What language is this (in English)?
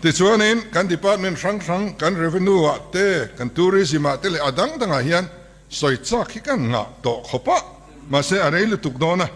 Mizo